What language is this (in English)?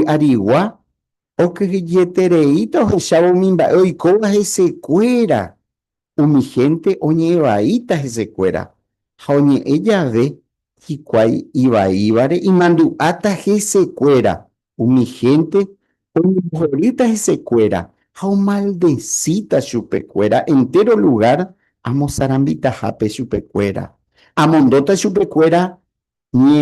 Guarani